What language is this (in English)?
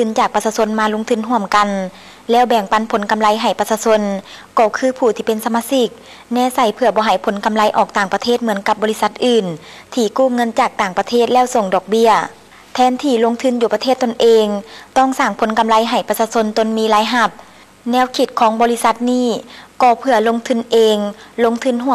Lao